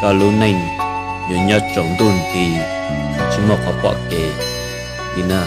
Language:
Hmong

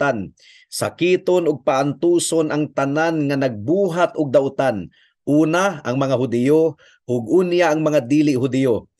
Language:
Cebuano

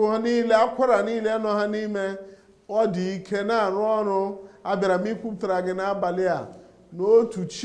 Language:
Igbo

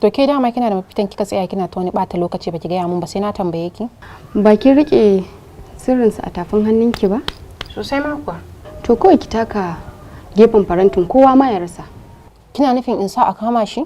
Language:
Hausa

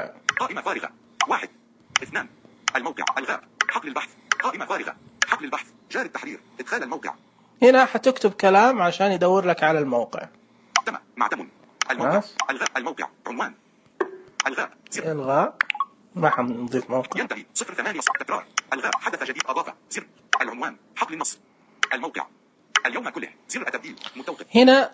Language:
Najdi Arabic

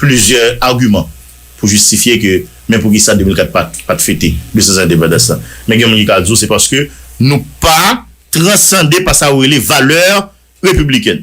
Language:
Haitian Creole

